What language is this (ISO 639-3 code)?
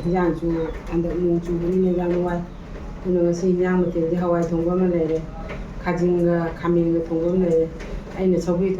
mni